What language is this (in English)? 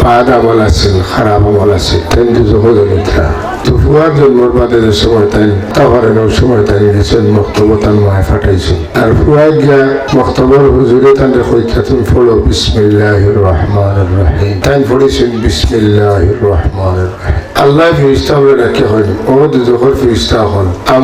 Sylheti